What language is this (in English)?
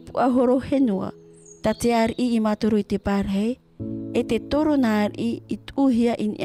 Tahitian